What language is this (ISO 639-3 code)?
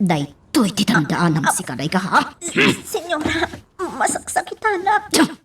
ilo